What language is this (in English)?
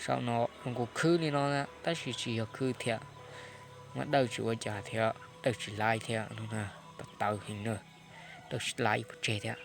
Hmong